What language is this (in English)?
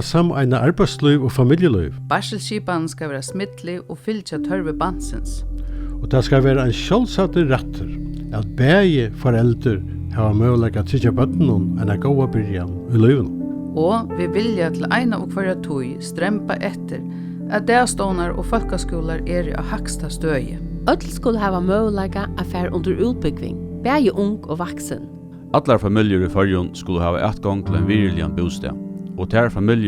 Faroese